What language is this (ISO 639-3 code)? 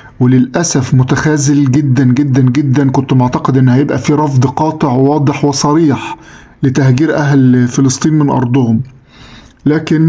arz